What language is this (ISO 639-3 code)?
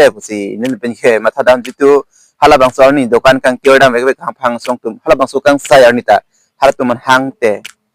mjw